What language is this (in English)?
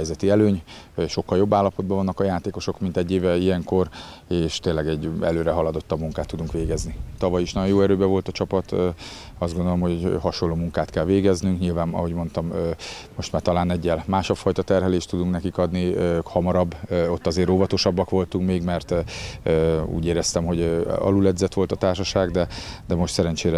Hungarian